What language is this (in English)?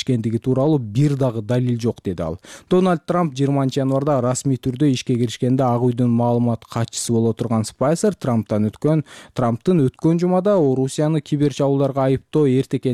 Kyrgyz